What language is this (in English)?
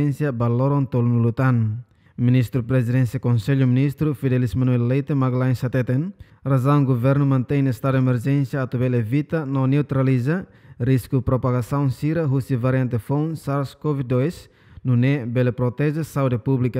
Tetum